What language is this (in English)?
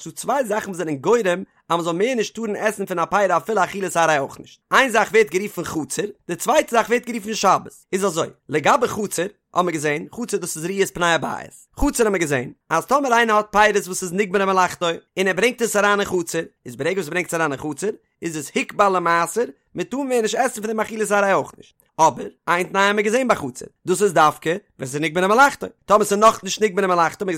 Yiddish